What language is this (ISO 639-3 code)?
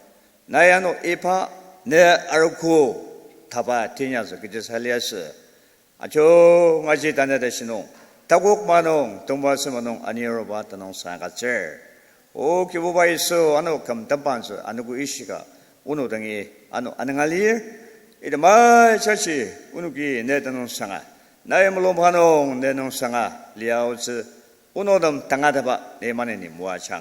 njo